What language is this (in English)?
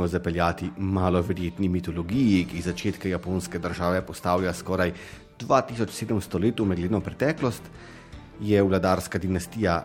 Slovenian